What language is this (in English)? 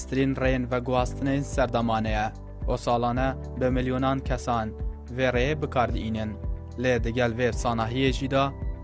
Kurdish